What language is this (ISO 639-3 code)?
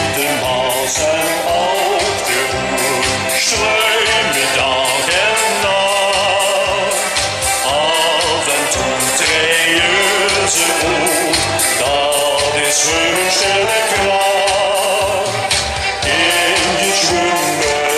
lim